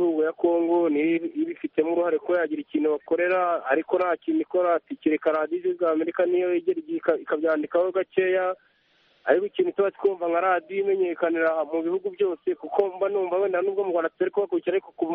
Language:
Kinyarwanda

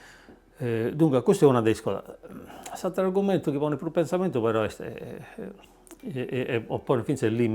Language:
Sardinian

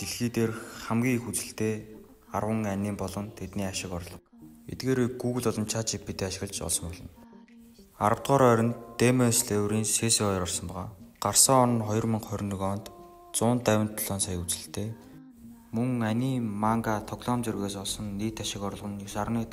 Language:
Mongolian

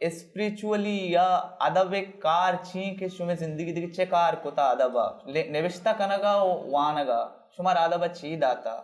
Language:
Baluchi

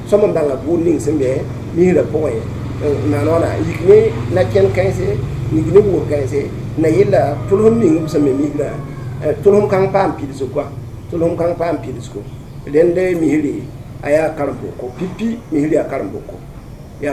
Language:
Mossi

